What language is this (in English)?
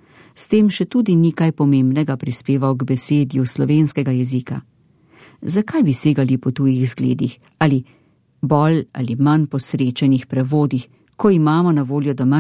Slovenian